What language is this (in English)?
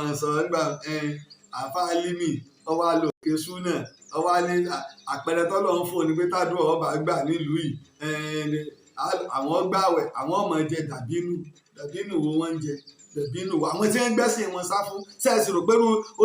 Yoruba